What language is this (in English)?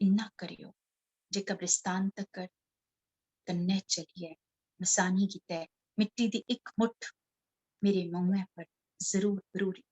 Dogri